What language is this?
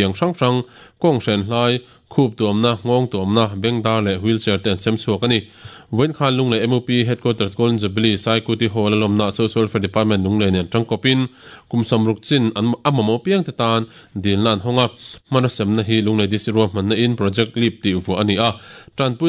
Mizo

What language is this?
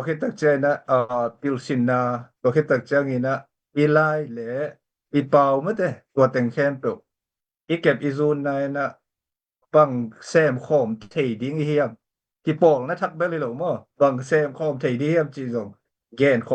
Tedim Chin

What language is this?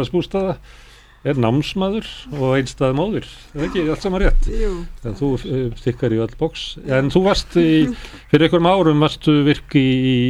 Icelandic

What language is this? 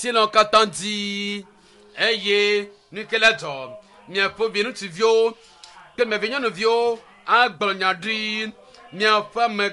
Ewe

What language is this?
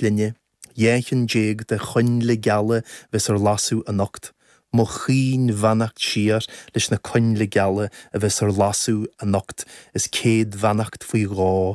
Irish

